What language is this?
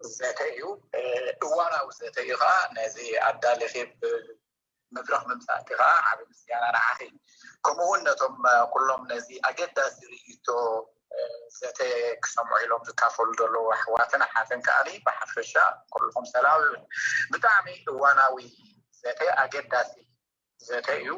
Tigrinya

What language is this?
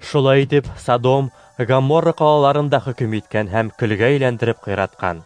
Bashkir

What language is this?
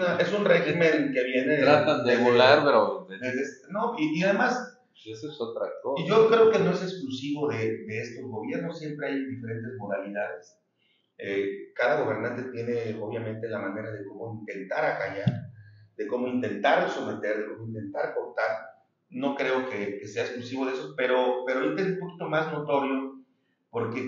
Spanish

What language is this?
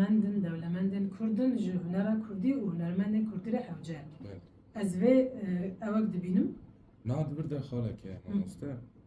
Kurdish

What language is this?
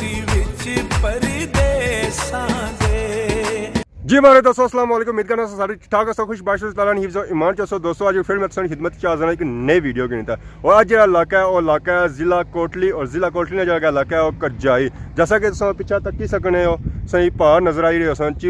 Pahari-Potwari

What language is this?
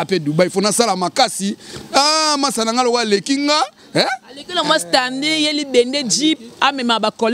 Lingala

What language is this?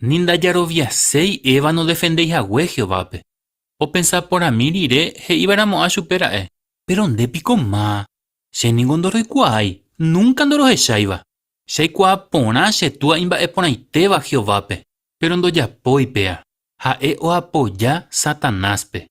Guarani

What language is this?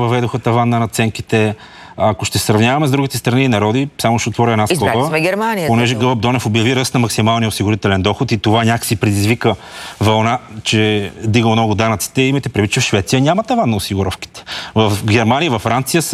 Bulgarian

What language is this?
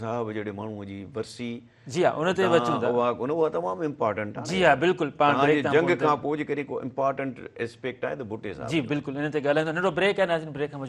Sindhi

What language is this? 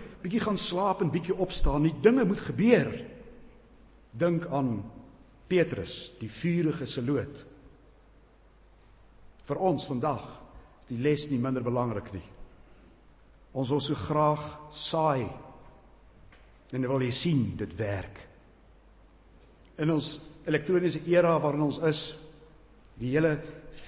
Afrikaans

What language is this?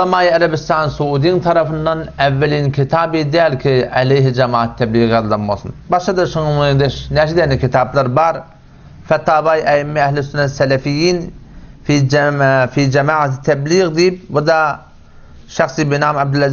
Turkmen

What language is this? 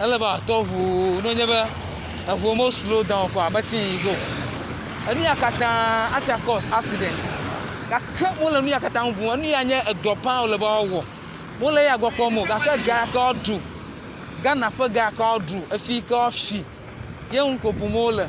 Ewe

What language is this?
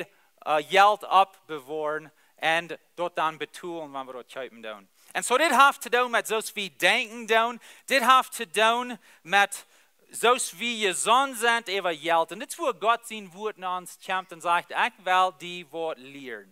Plautdietsch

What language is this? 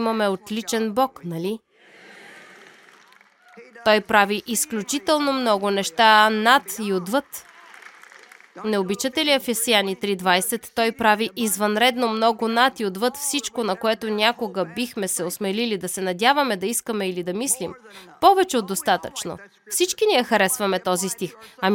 Bulgarian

